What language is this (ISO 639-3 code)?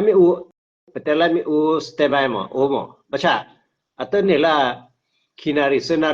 ksw